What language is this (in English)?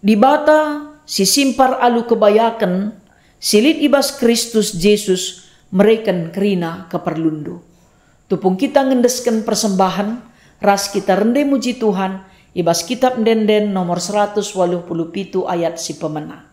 Batak Karo